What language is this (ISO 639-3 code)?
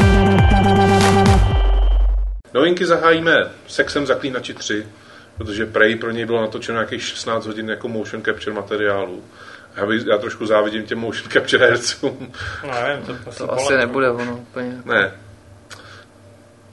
ces